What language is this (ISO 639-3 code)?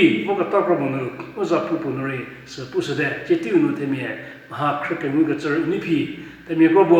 njm